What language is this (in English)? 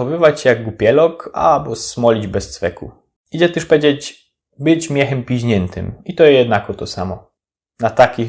Silesian